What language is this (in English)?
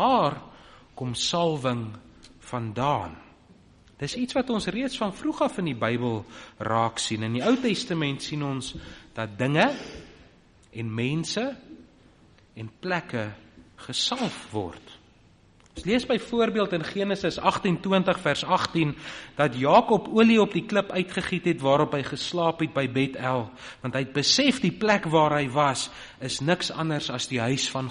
Afrikaans